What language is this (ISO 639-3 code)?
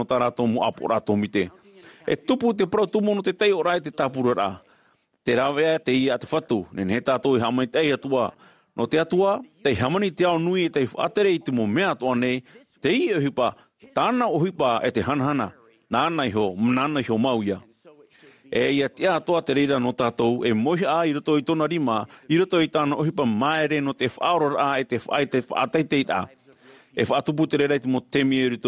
tah